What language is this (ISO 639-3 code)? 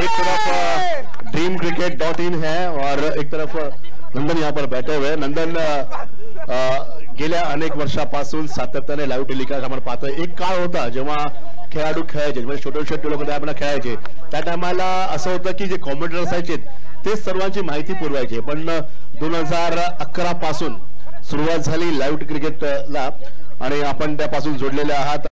mar